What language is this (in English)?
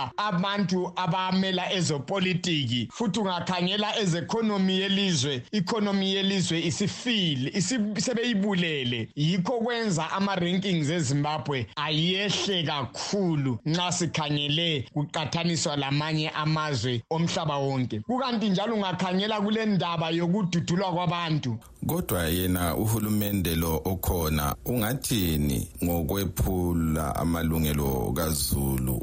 North Ndebele